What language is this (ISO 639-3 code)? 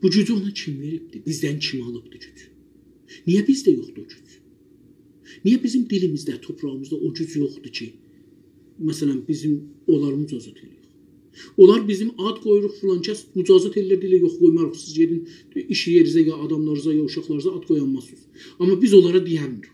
azb